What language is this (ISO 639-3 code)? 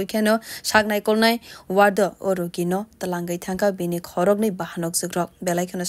trp